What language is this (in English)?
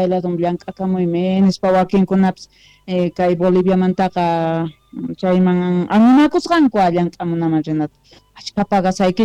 South Bolivian Quechua